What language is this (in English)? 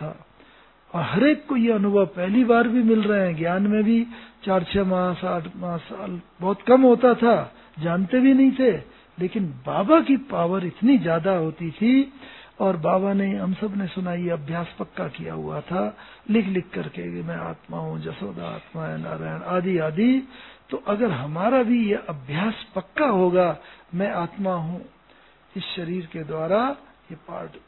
Hindi